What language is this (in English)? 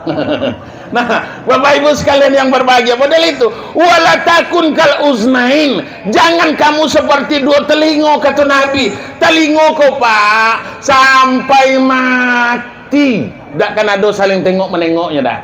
Minangkabau